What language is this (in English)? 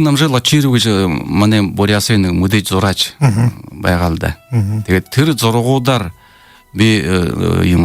Buriat